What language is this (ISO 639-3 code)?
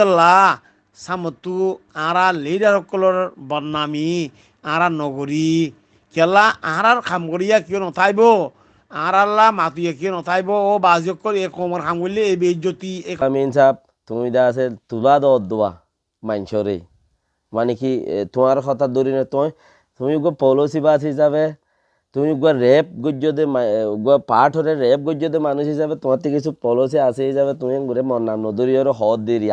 rhg